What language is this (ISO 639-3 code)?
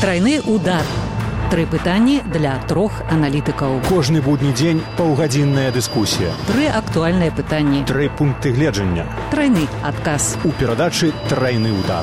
bel